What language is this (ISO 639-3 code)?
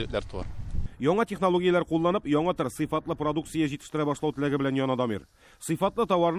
tat